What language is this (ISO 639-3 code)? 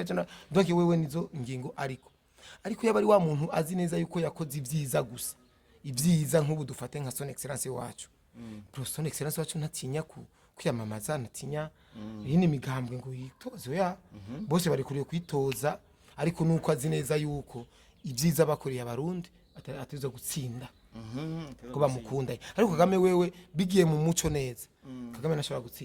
run